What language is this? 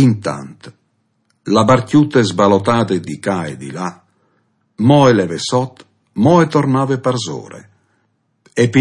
Friulian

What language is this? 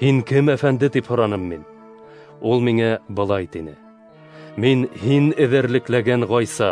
Bashkir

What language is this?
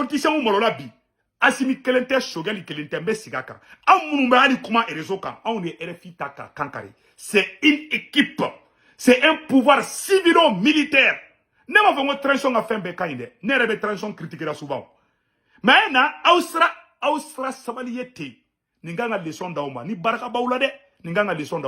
Bambara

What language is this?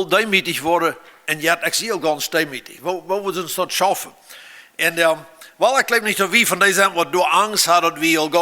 Plautdietsch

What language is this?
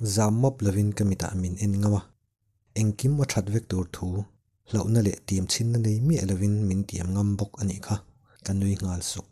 Mizo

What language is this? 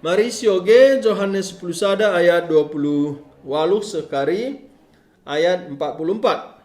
Batak Karo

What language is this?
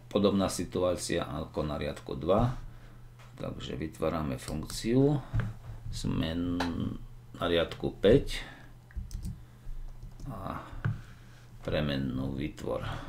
Slovak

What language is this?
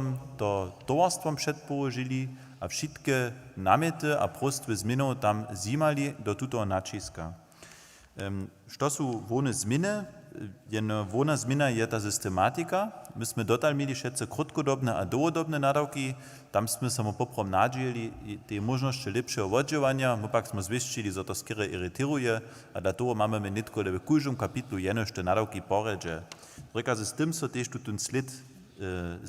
Upper Sorbian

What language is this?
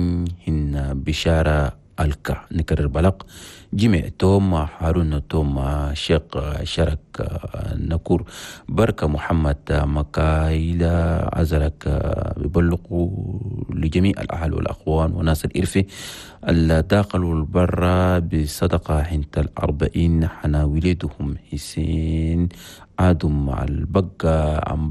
Chadian Arabic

